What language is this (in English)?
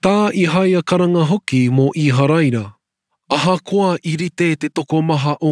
Māori